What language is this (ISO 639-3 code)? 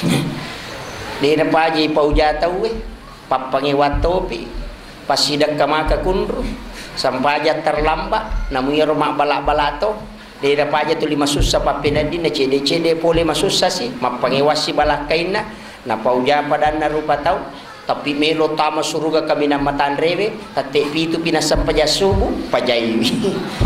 bug